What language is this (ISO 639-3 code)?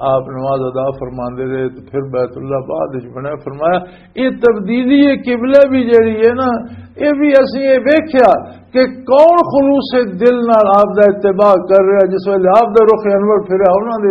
lah